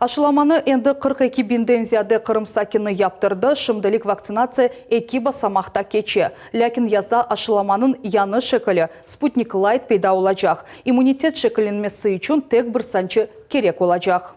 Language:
Crimean Tatar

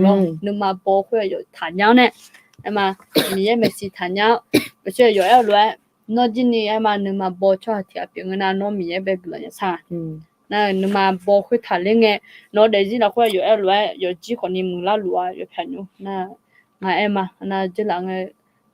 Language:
Akha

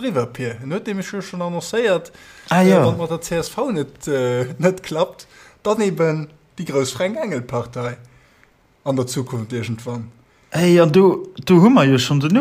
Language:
Luxembourgish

